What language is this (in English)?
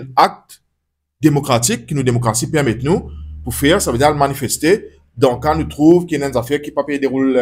Morisyen